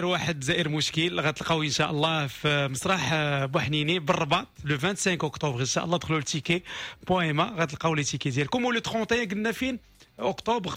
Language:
Moroccan Arabic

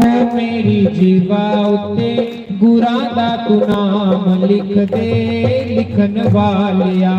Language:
Dogri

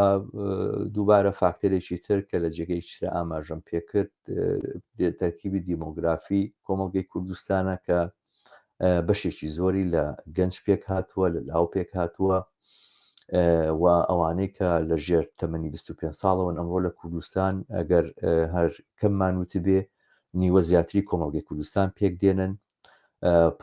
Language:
Central Kurdish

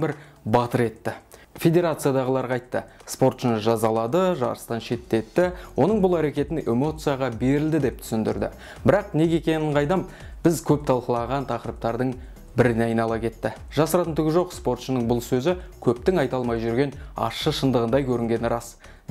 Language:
Kazakh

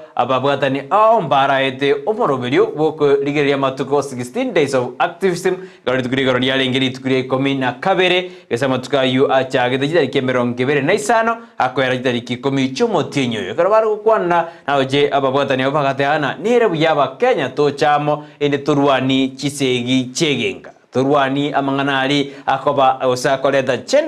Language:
Gusii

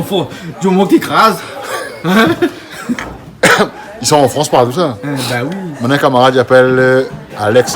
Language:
Réunion Creole French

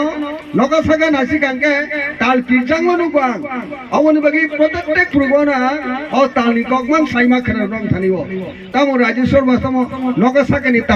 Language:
Kok Borok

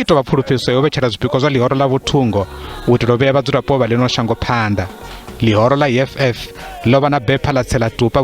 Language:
Venda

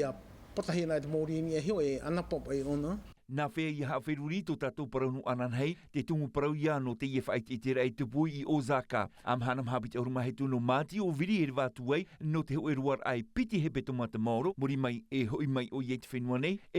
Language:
Tahitian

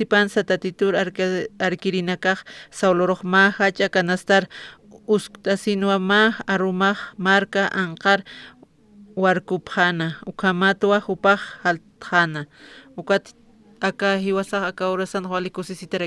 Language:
Aymara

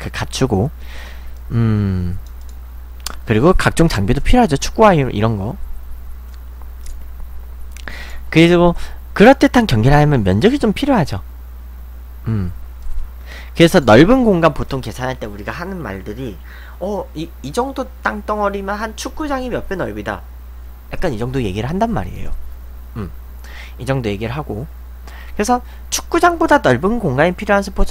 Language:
Korean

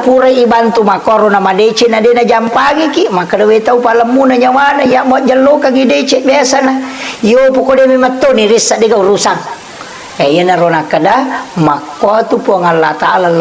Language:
Buginese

